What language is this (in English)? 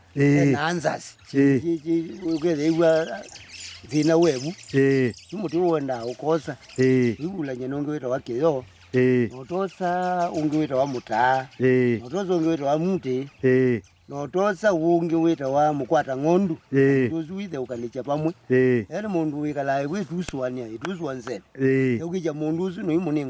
Kamba